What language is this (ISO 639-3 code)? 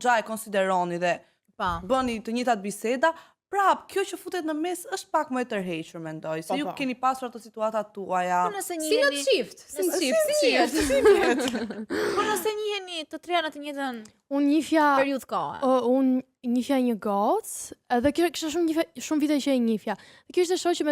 sqi